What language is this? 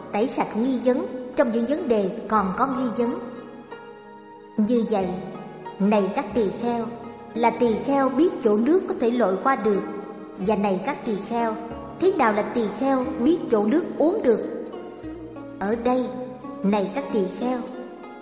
Vietnamese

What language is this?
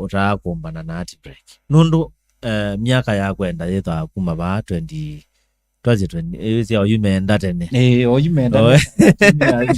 Kamba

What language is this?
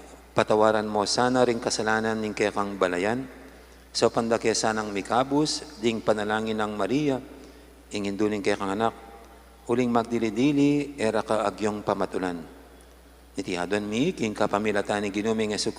Pampanga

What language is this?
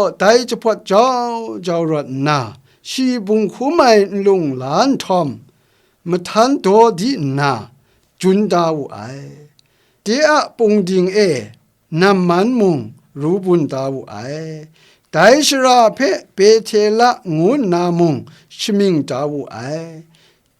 Kachin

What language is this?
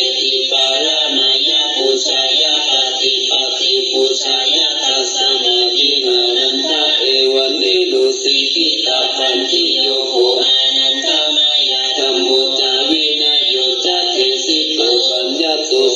Pali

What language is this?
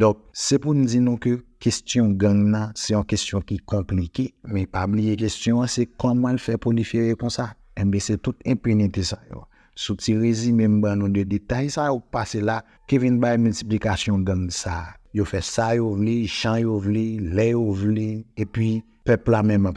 Haitian Creole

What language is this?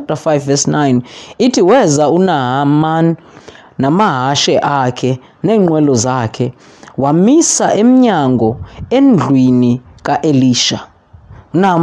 Xhosa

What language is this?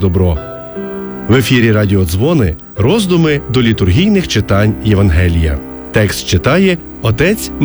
Ukrainian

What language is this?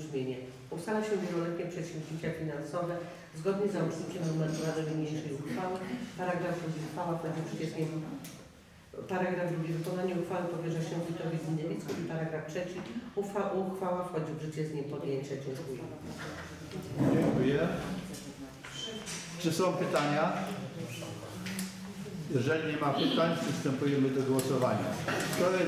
Polish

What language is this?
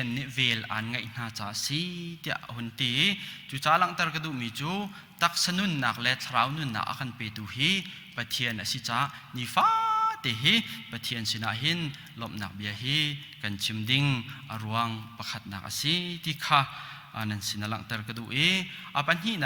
Hakha Chin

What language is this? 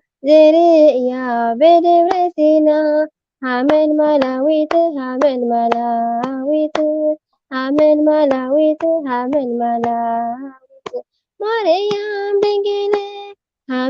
Tigrinya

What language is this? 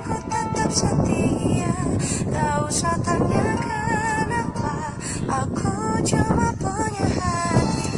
Banjar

